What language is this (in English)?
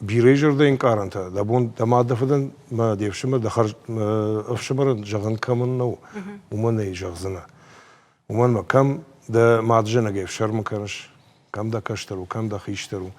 Ossetic